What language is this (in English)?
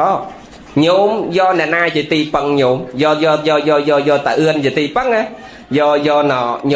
Khmer